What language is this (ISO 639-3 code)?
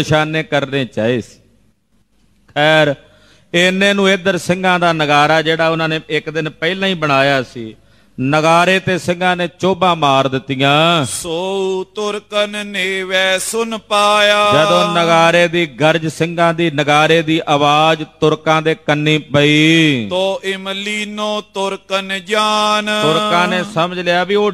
pan